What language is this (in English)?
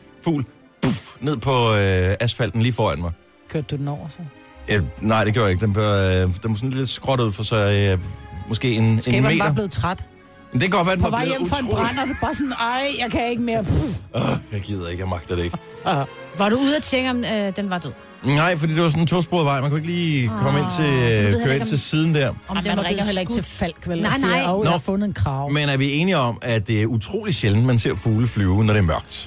Danish